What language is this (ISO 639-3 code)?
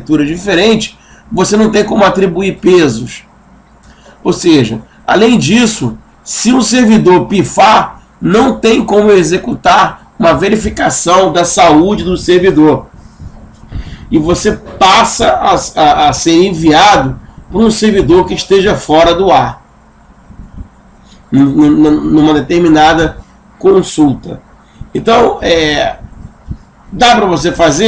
por